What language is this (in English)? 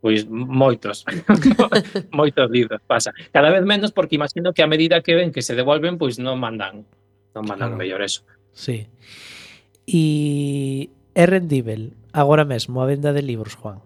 Galician